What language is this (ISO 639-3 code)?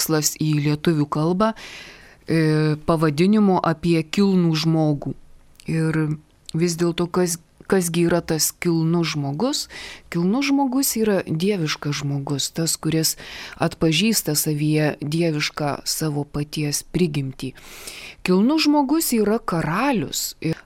lit